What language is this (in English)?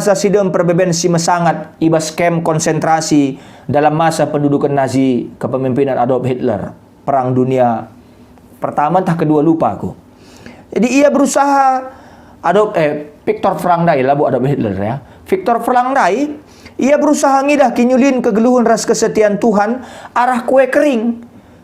Batak Karo